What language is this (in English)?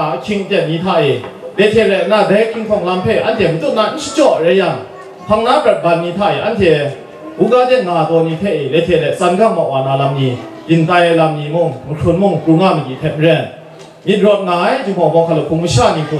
Kachin